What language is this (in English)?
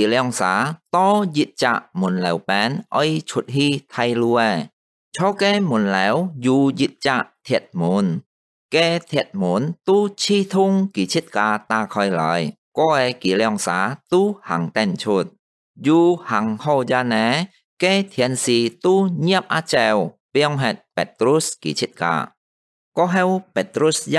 Hakka Chinese